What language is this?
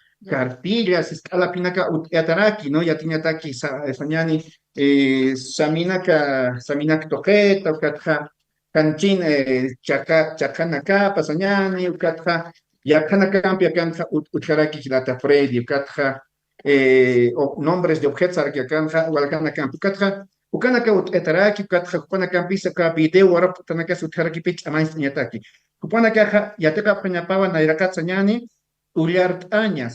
Aymara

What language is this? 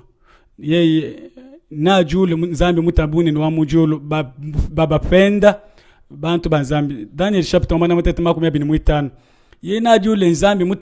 Luba-Lulua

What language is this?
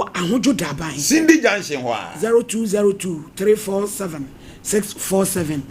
Akan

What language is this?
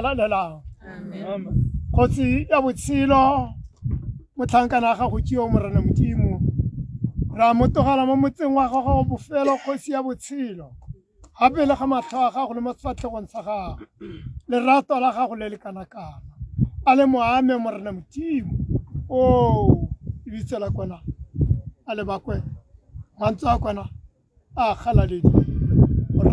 Tswana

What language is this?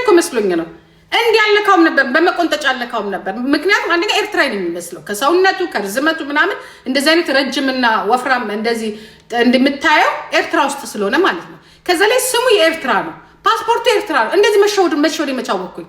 Amharic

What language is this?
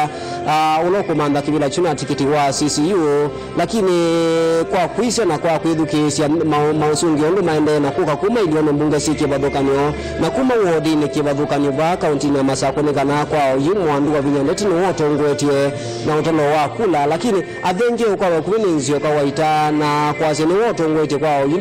Kamba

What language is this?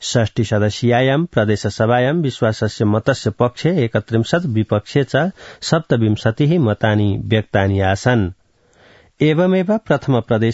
Sanskrit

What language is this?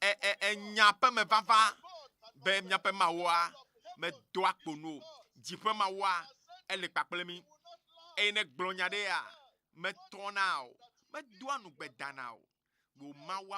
Ewe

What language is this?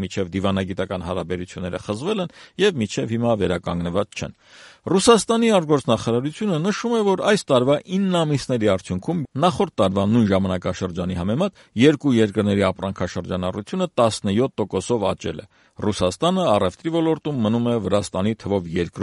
Armenian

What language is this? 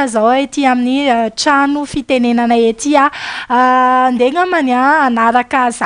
Malagasy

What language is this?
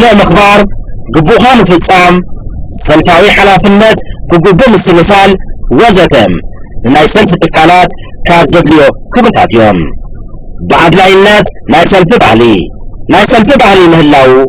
Tigrinya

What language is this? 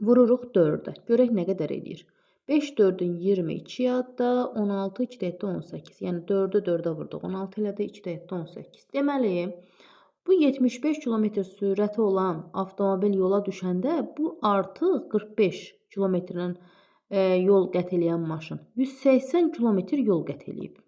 Azerbaijani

